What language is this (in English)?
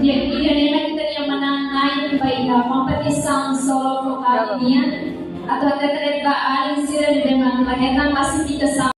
Tetum